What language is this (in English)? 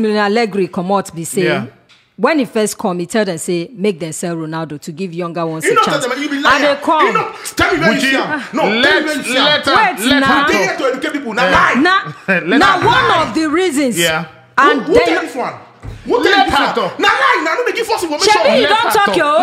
Nigerian Pidgin